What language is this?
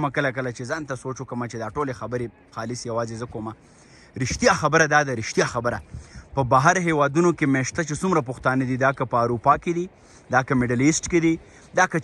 Pashto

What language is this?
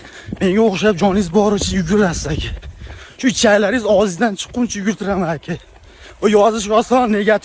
Uzbek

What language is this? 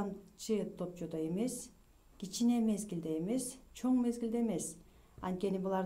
Kyrgyz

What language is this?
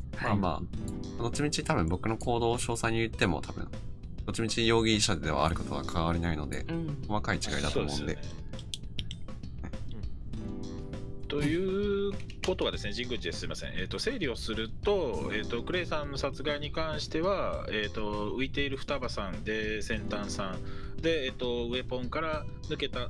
Japanese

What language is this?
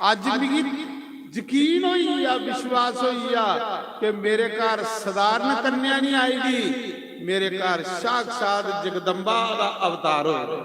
Dogri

